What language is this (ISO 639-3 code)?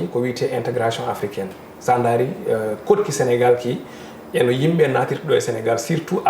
ful